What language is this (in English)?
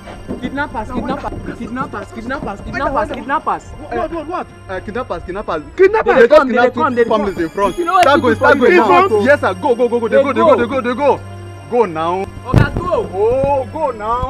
Nigerian Pidgin